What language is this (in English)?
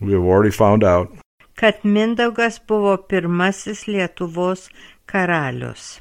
Lithuanian